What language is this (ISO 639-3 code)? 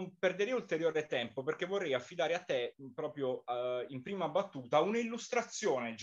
ita